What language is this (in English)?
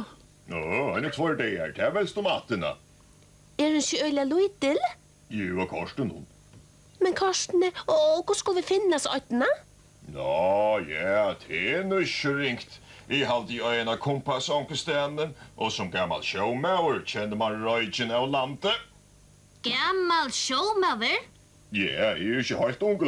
Faroese